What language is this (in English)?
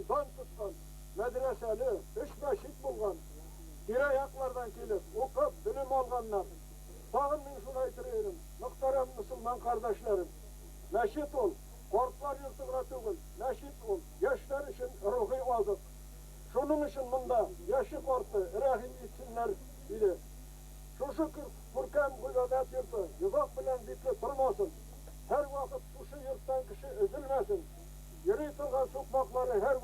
Tatar